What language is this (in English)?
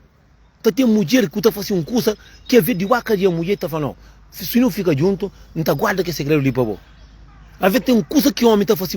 Kabuverdianu